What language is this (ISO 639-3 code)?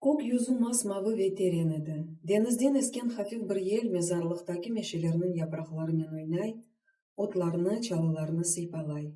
crh